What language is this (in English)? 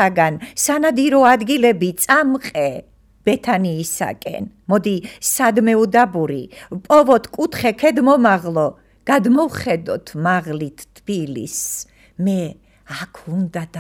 Georgian